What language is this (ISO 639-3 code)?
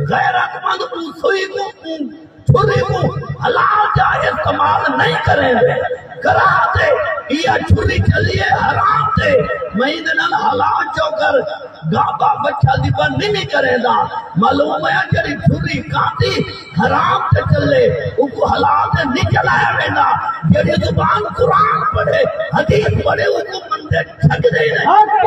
skr